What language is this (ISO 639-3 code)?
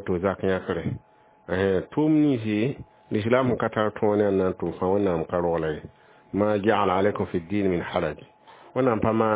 mos